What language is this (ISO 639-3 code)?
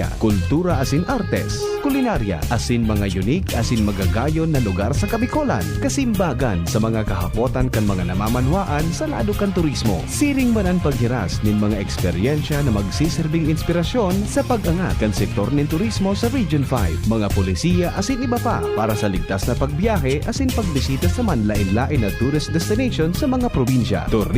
bik